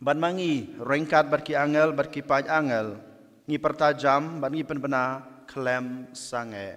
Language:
Khasi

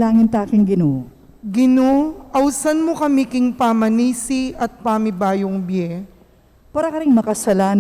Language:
Pampanga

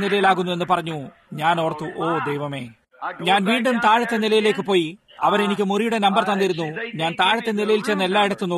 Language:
Malayalam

